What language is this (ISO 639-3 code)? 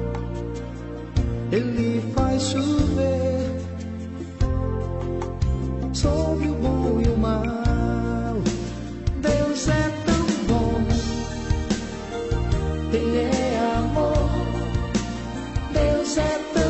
por